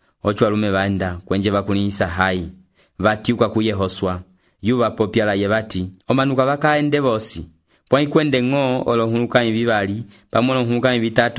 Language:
Umbundu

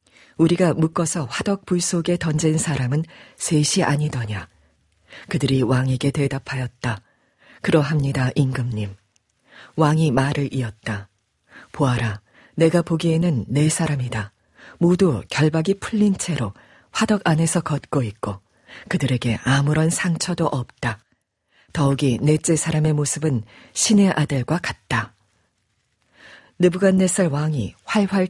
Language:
Korean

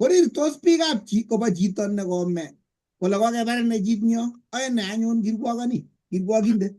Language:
Kalenjin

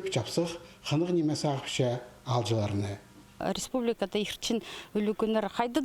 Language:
Khakas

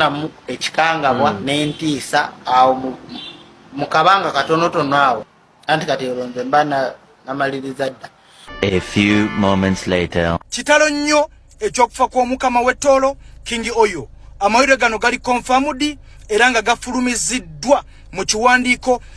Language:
Ganda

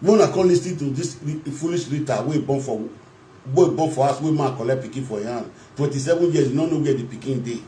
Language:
Nigerian Pidgin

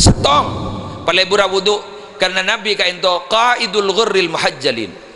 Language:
Madurese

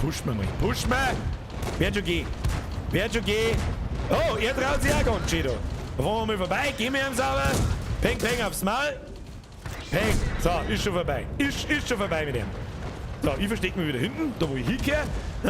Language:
Bavarian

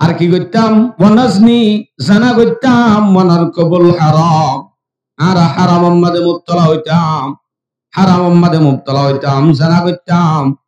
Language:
Rohingya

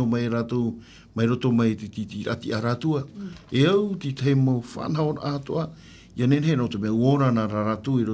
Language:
Tahitian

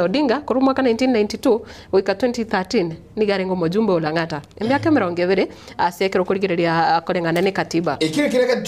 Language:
Gusii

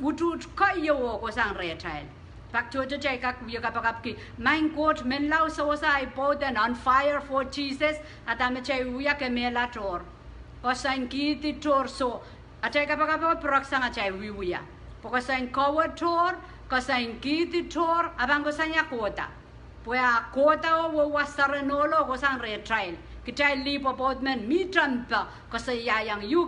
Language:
Pohnpeian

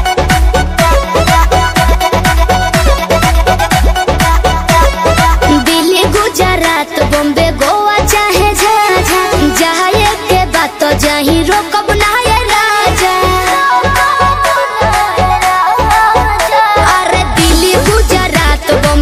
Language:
Bhojpuri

